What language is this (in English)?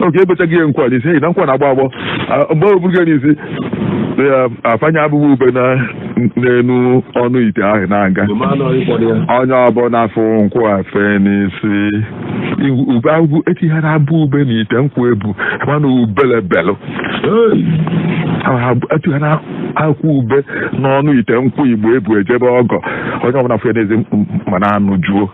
Igbo